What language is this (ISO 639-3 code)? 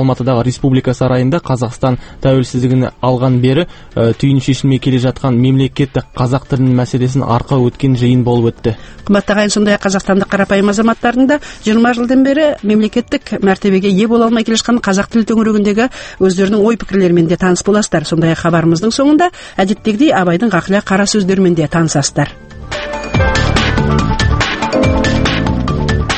kaz